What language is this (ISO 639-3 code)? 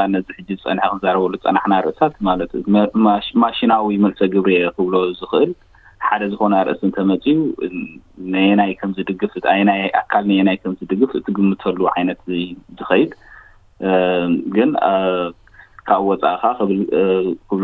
tir